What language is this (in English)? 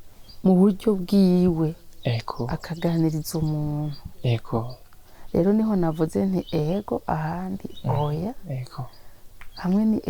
Rundi